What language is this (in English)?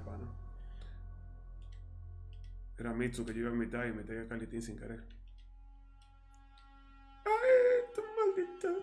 Spanish